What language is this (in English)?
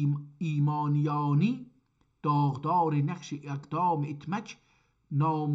South Azerbaijani